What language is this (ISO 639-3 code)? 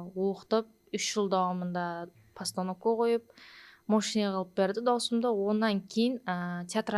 kaa